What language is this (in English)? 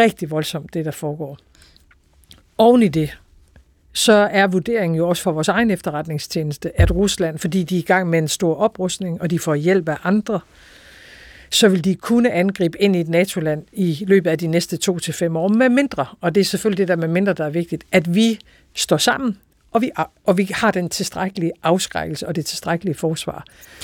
Danish